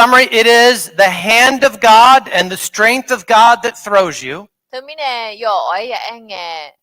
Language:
Akha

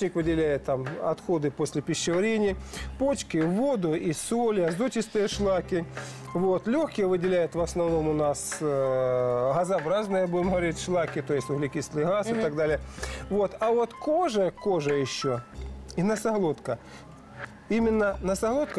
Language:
Russian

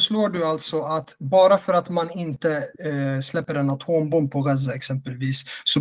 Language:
Swedish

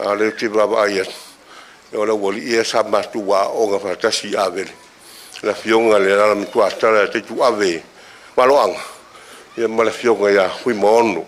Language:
Samoan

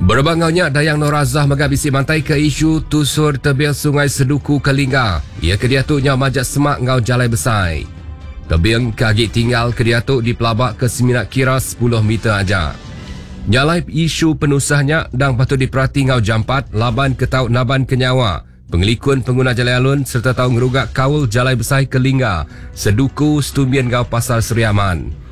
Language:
Iban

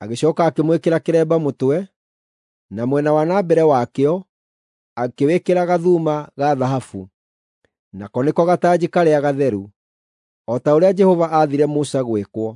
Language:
Kikuyu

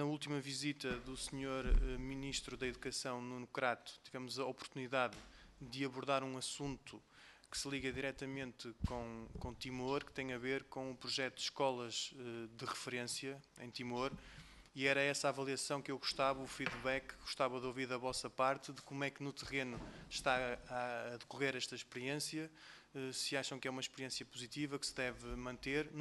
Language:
Portuguese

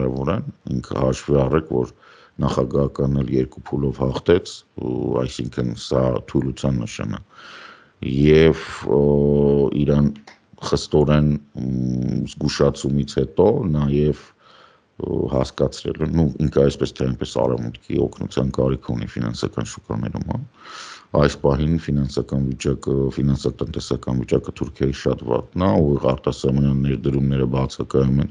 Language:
Armenian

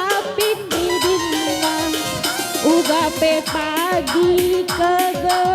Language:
Batak Karo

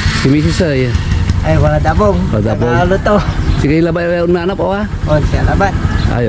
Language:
Pangasinan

